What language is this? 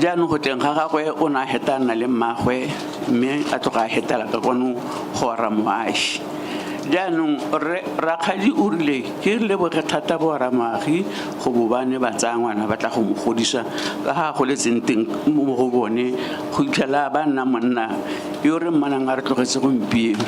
Tswana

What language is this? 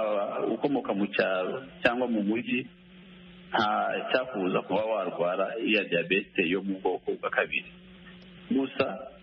Kinyarwanda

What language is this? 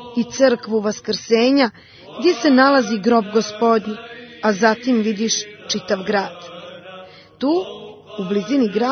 Serbian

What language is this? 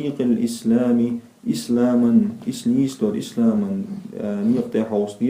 Chechen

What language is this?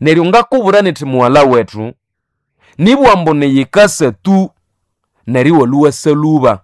Nande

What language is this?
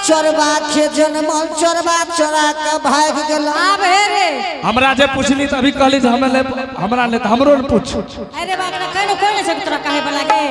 Angika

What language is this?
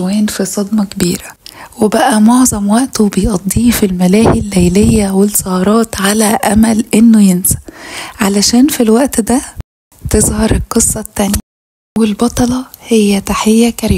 Egyptian Arabic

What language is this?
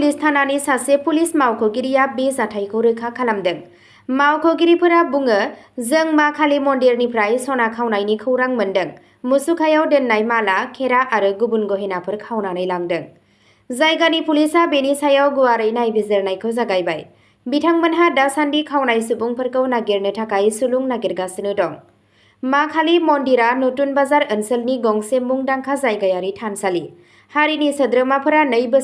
Bodo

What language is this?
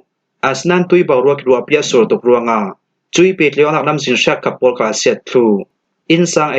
Falam Chin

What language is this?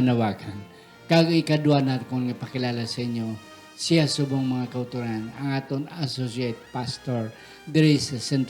Hiligaynon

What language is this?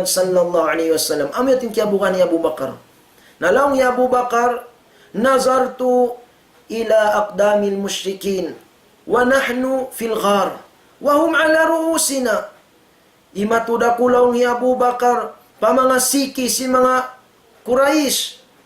Tausug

